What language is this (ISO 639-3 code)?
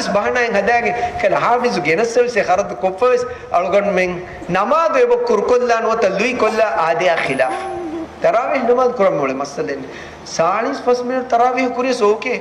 div